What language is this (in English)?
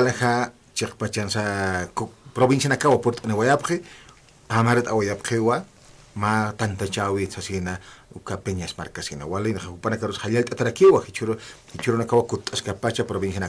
Aymara